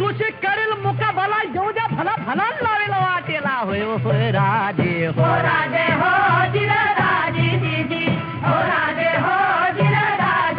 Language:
Marathi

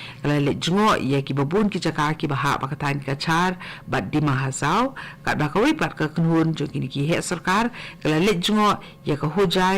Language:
Khasi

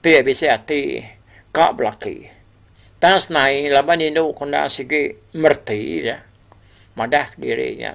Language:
Iban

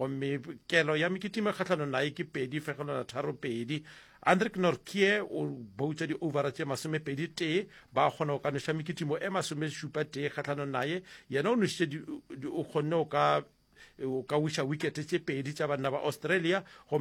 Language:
Northern Sotho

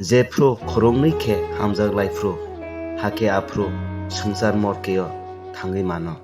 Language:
Kok Borok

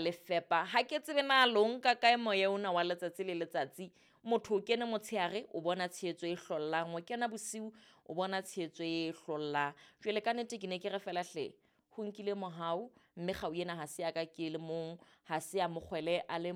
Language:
Southern Sotho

